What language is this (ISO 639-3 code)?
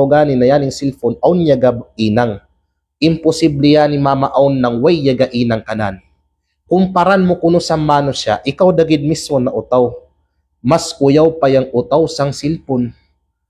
kqe